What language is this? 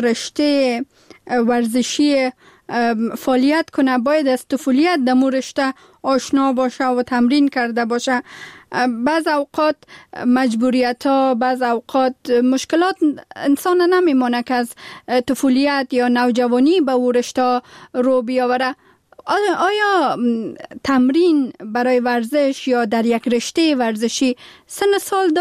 Persian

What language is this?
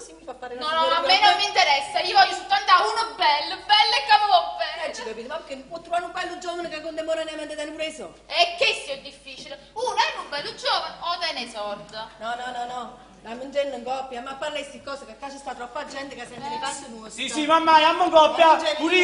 Neapolitan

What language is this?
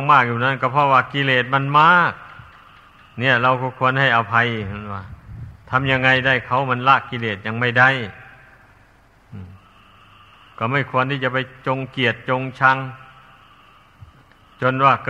Thai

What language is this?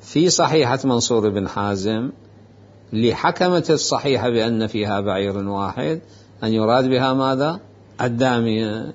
Mesopotamian Arabic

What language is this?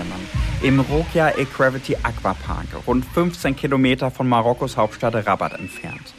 German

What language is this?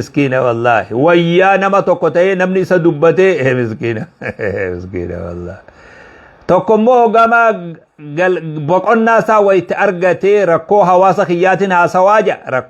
Oromo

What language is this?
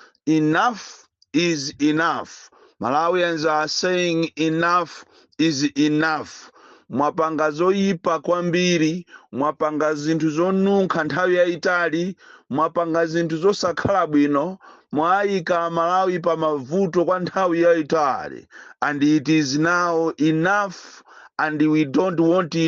Nyanja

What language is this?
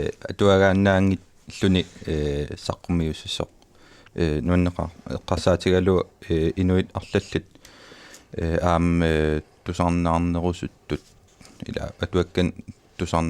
Kalaallisut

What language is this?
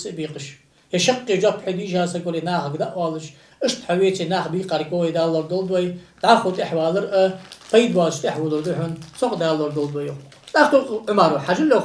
Ingush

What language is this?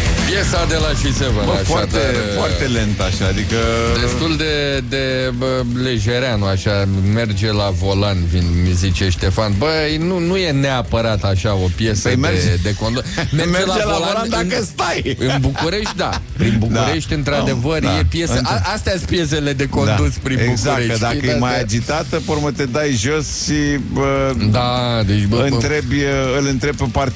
Romanian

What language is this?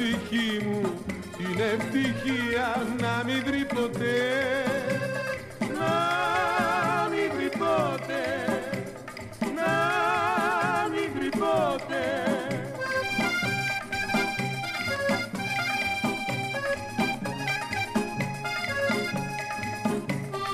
Greek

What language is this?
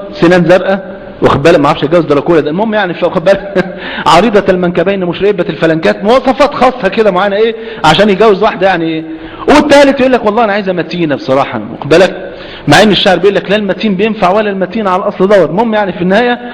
Egyptian Arabic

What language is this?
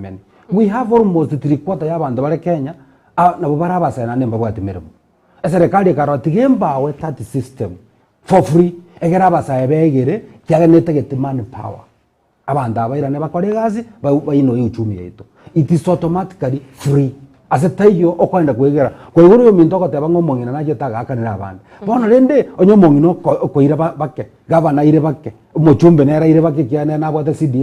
Gusii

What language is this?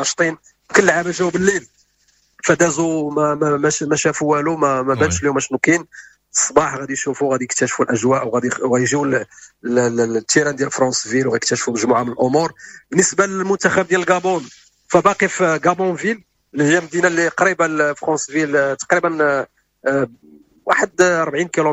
Moroccan Arabic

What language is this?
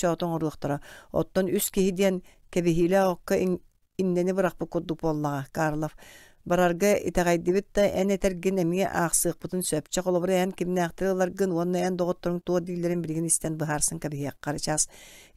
Yakut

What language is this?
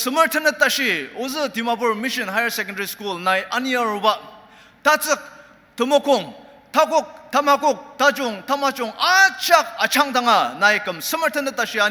Ao Naga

